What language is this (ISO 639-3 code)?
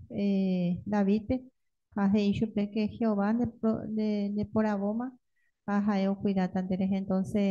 grn